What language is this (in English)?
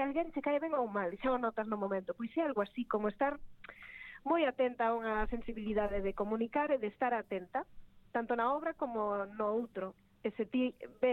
Galician